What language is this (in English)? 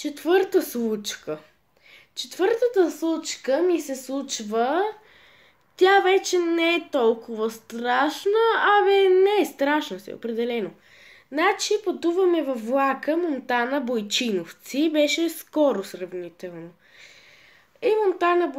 Bulgarian